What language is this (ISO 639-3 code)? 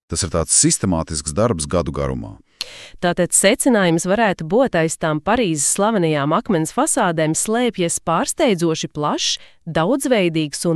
lav